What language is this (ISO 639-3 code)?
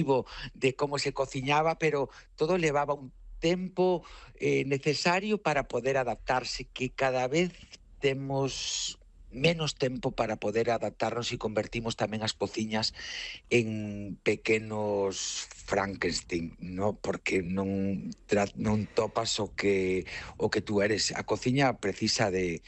glg